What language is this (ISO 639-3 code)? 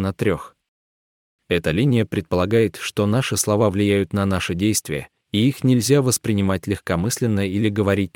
rus